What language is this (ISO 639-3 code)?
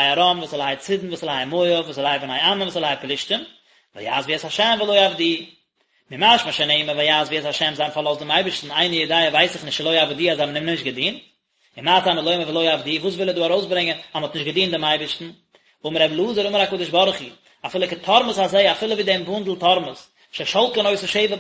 yid